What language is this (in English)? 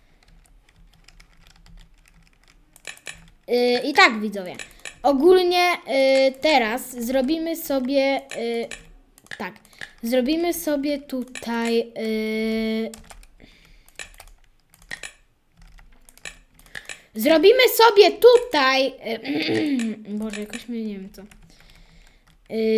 Polish